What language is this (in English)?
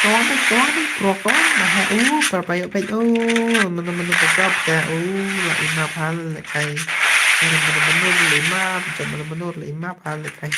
Khasi